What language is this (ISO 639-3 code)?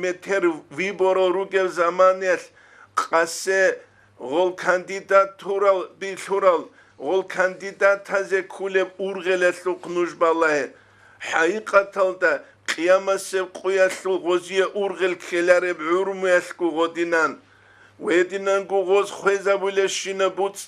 ava